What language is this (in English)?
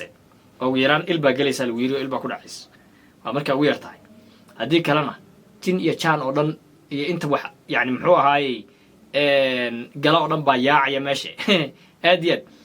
Somali